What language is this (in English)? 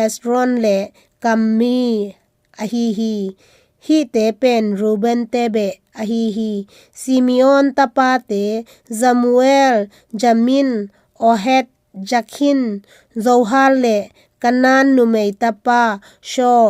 Tedim Chin